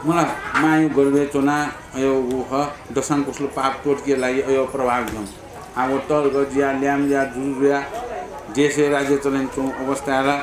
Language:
Newari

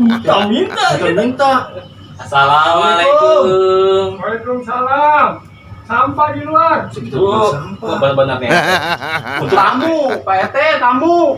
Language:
Betawi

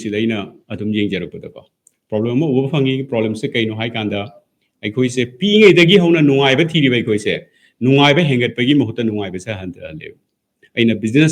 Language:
Manipuri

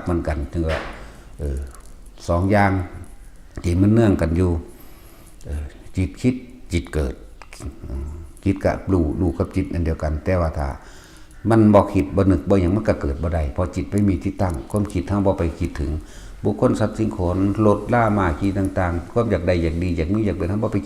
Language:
Northeastern Thai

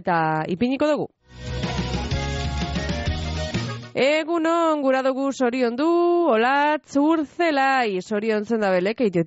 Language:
Basque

